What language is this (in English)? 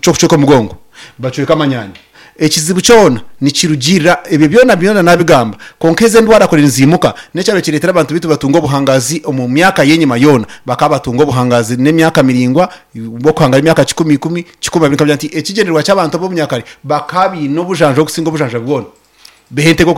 Nyankole